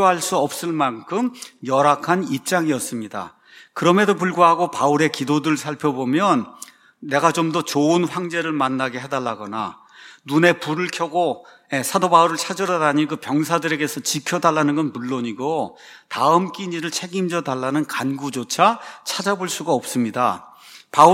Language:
Korean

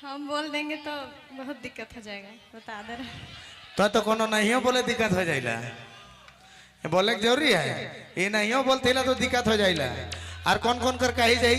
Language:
Sadri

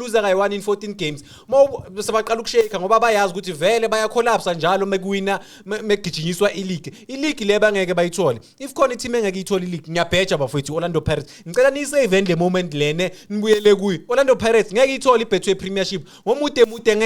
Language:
Zulu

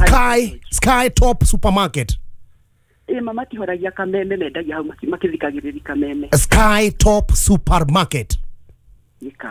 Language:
Kikuyu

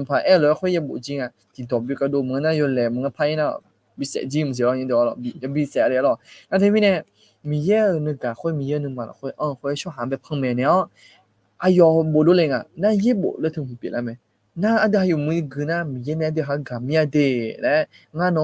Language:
Akha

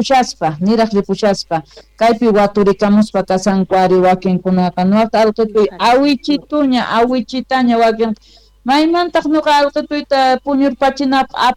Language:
Quechua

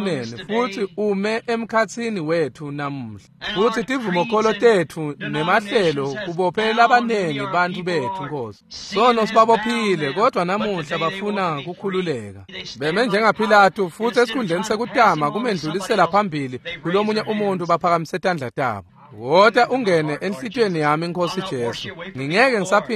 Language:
Swati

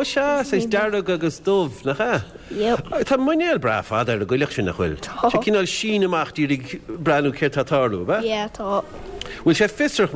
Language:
Irish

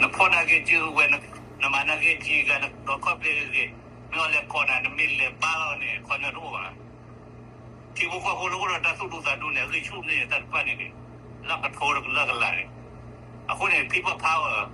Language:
S'gaw Karen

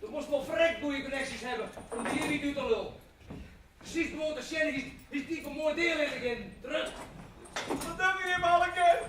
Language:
Western Frisian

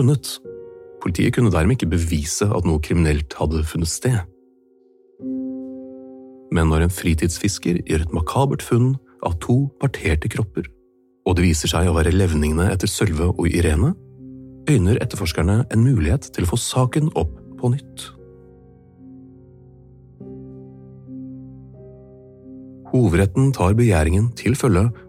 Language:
Norwegian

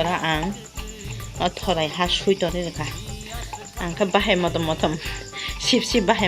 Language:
Kok Borok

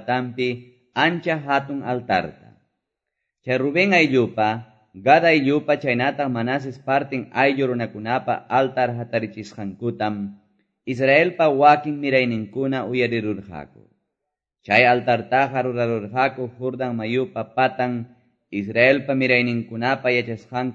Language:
Quechua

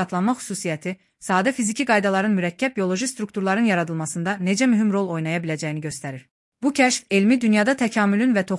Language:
Azerbaijani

